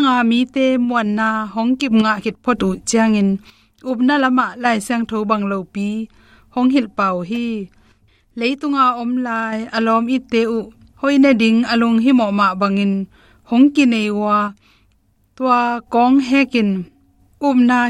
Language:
Tedim Chin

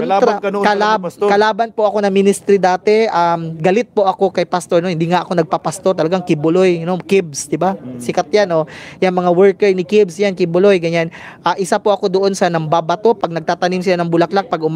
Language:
Filipino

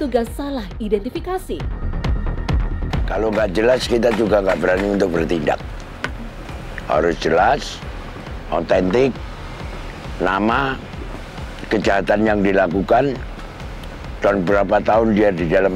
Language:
Indonesian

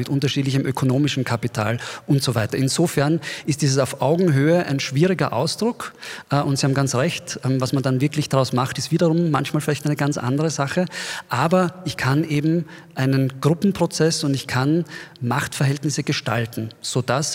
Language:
German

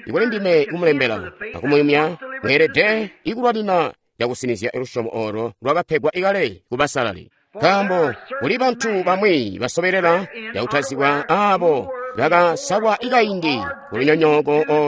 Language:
Tonga (Zambia)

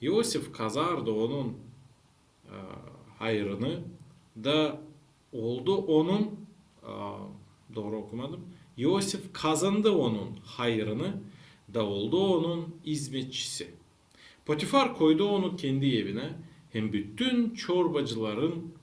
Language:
Gagauz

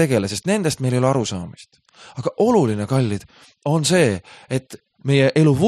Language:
Estonian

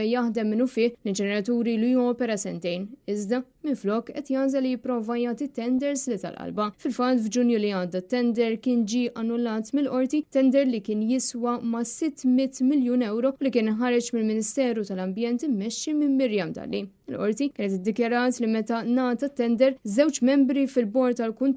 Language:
Maltese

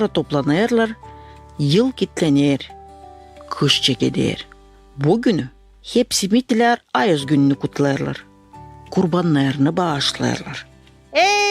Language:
Gagauz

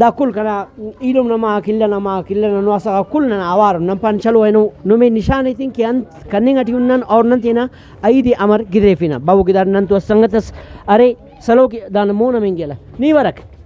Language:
Brahui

